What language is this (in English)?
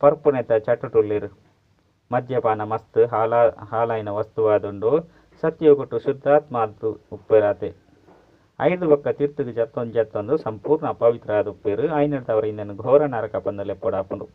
Tulu